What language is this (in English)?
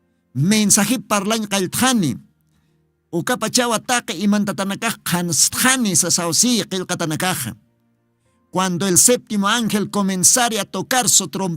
Aymara